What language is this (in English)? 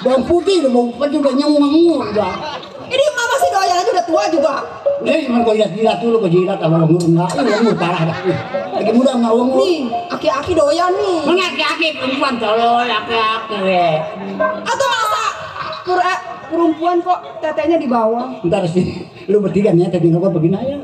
Betawi